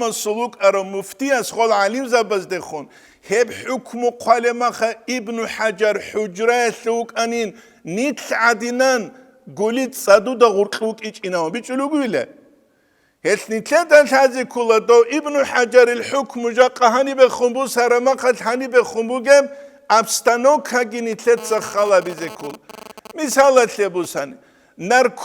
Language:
Avaric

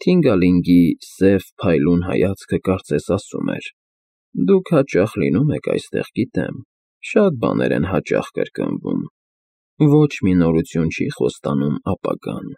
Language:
Armenian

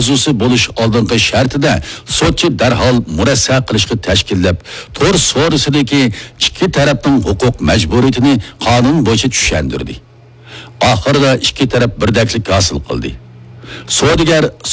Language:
Uyghur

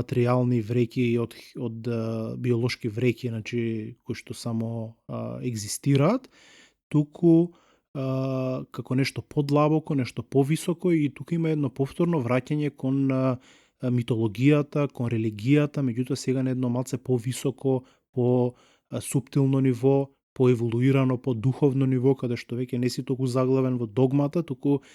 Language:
Macedonian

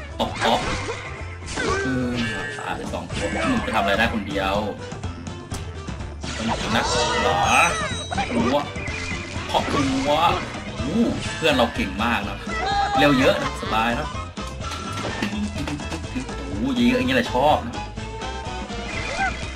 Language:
Thai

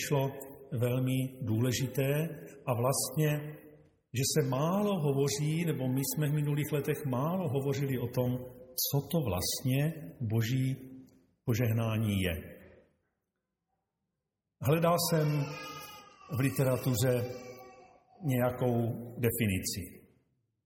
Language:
Czech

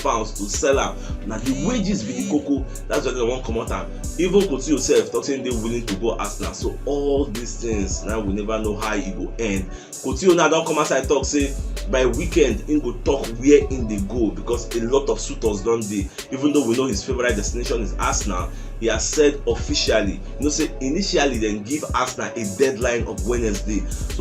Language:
Nigerian Pidgin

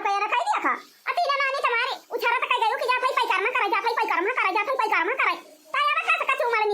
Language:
Awadhi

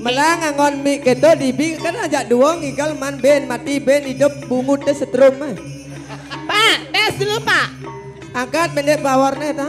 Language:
Balinese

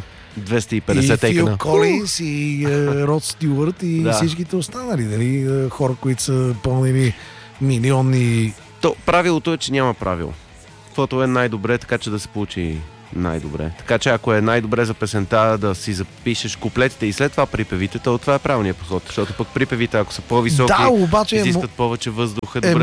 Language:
Bulgarian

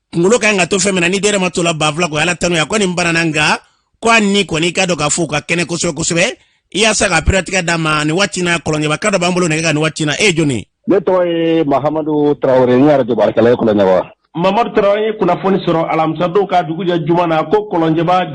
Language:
Bambara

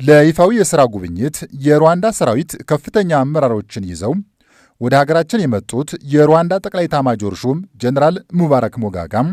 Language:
Amharic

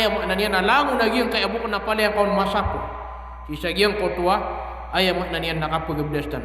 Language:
Maranao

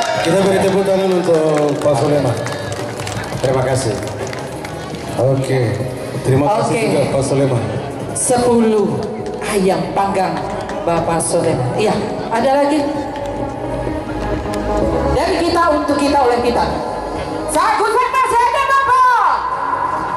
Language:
Indonesian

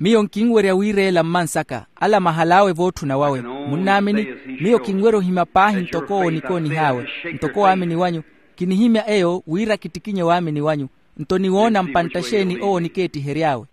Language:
Makhuwa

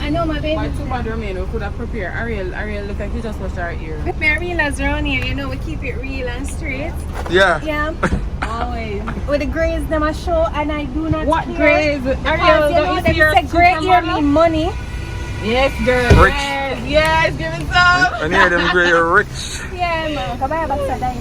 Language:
Jamaican Creole English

